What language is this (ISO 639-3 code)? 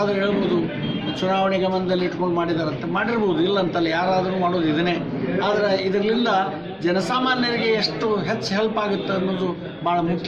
kan